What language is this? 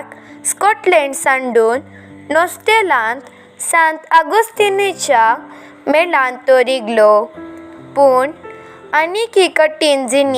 Konkani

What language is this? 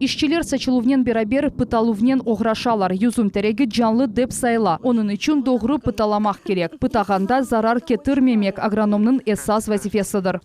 Crimean Tatar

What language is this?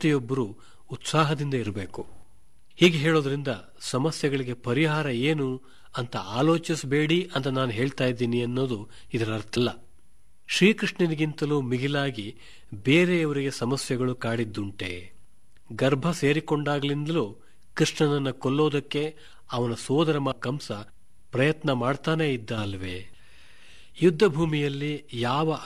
Kannada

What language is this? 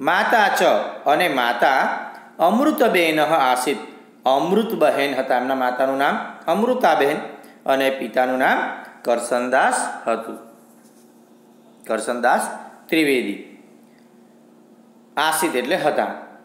Gujarati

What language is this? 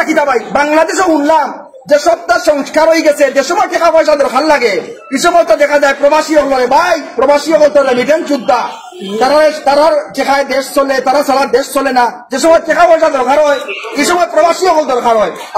Sylheti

